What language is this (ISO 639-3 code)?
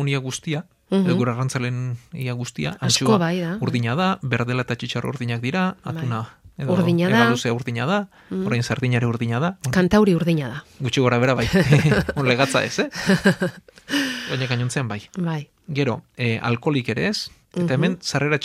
eus